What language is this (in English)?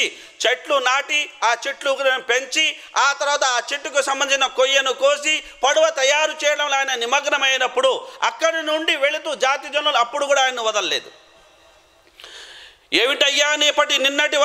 Telugu